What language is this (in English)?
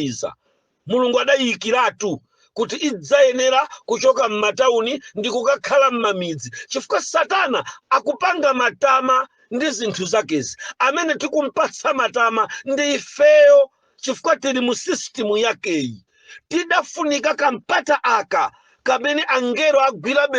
Nyanja